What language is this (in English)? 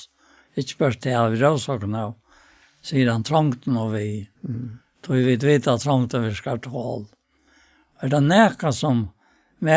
Faroese